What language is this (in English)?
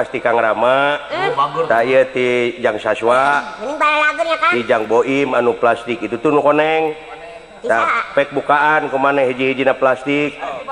Sundanese